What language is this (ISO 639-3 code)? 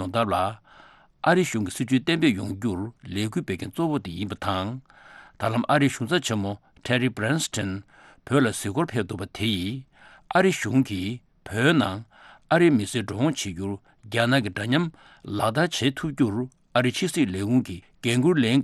bod